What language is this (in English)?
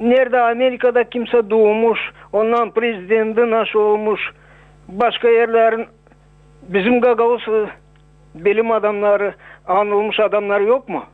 Gagauz